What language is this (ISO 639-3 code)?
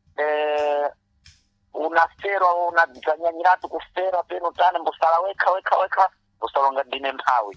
seh